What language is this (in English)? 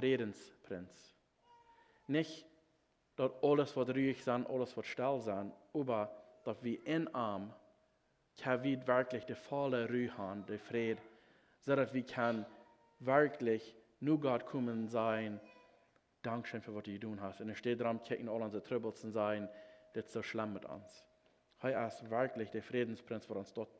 Plautdietsch